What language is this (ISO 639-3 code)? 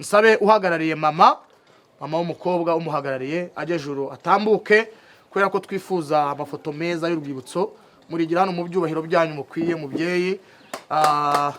kin